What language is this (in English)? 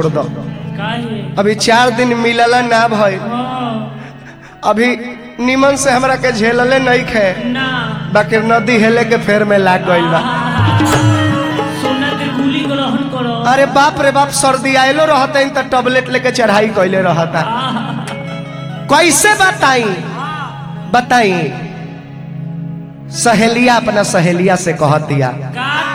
Bhojpuri